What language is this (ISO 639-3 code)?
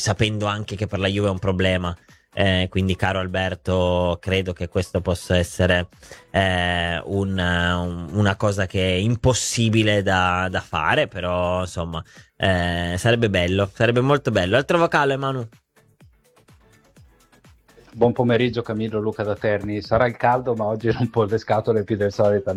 ita